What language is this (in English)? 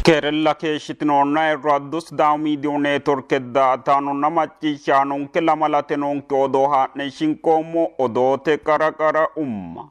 Sidamo